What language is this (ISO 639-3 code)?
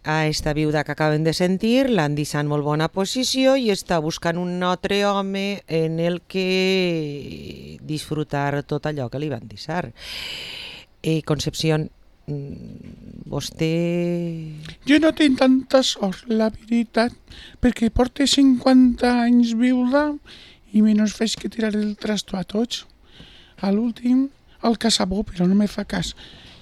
cat